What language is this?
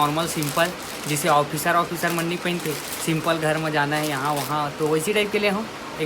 Chhattisgarhi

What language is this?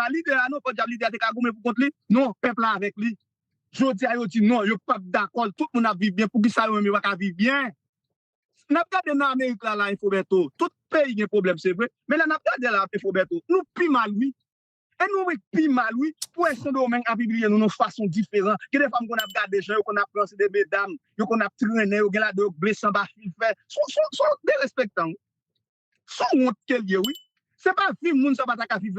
Haitian Creole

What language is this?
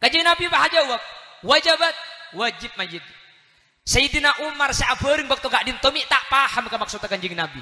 Madurese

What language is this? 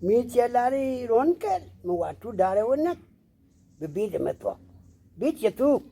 Nuer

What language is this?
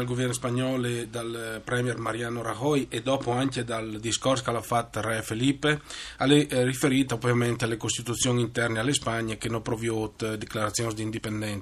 Friulian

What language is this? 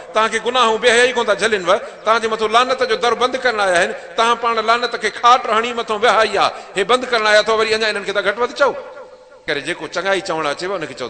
Sindhi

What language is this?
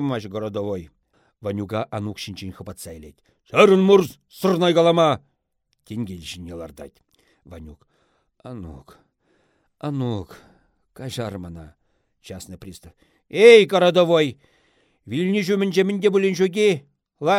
Chuvash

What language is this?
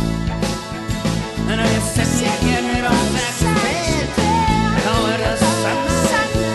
Icelandic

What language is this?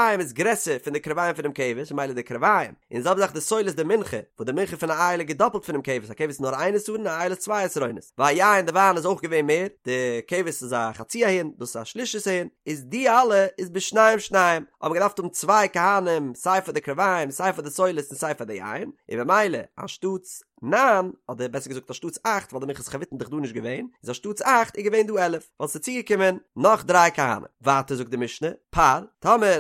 Yiddish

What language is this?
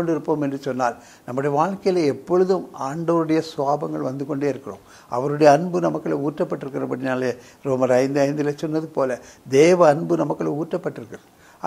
Tamil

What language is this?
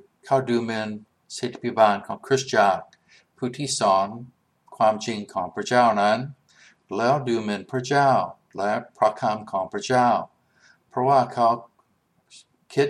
Thai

